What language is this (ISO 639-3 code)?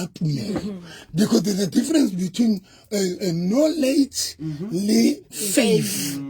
sot